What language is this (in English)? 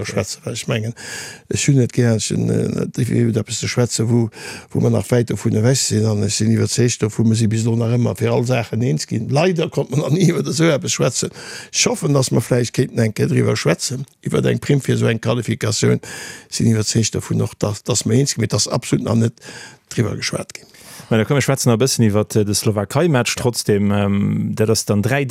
Luxembourgish